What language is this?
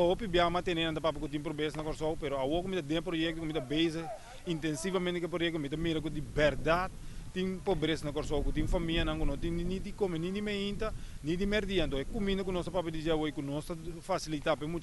Papiamento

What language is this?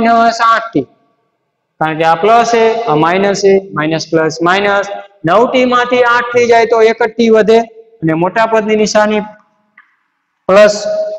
Gujarati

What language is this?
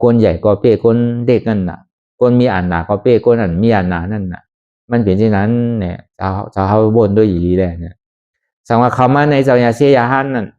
Shan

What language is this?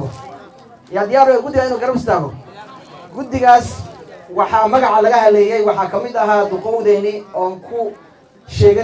Somali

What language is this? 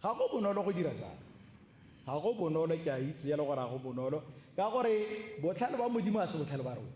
Tswana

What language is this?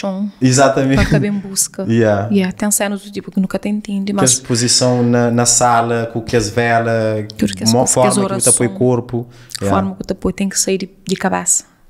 Kabuverdianu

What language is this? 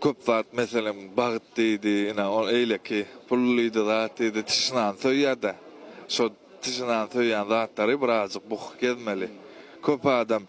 Turkmen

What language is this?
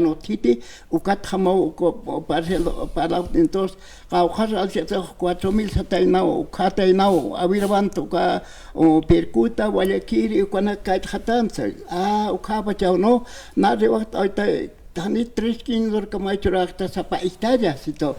Aymara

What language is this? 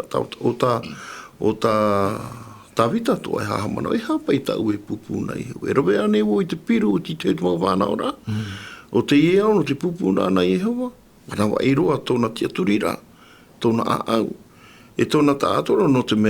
Tahitian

